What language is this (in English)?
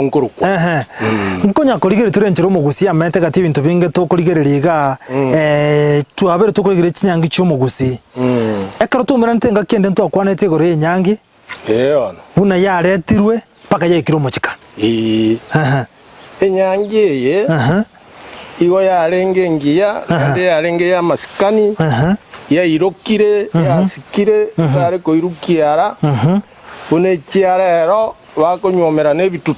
Gusii